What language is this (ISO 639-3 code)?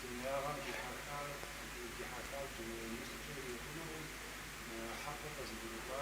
kbd